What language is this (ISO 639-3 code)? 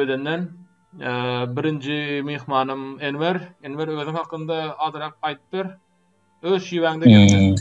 tuk